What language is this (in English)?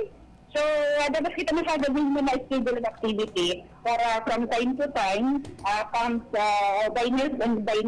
Bikol